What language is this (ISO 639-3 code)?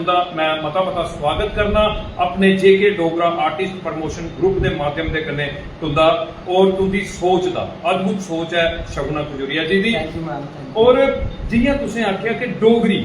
doi